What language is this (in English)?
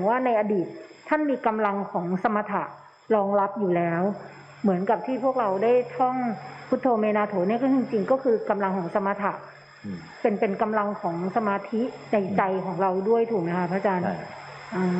Thai